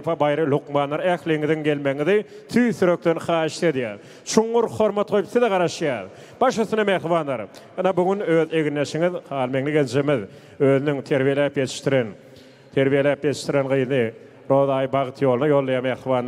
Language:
Turkmen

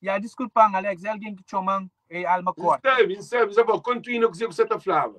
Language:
Kabuverdianu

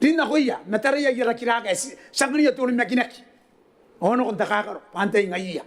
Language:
Gilbertese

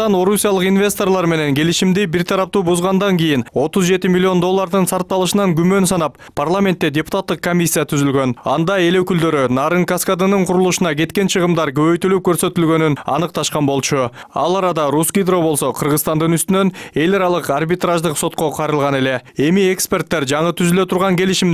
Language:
Kyrgyz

